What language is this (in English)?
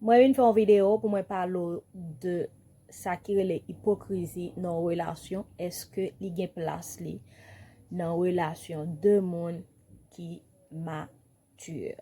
Haitian Creole